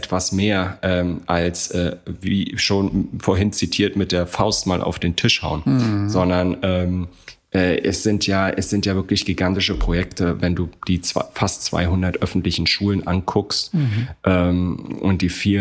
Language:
German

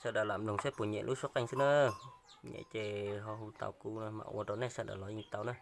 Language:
Hmong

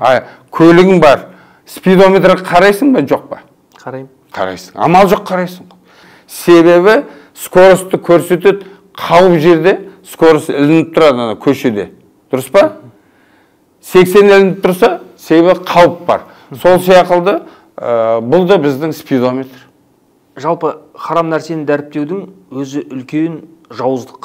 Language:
Kazakh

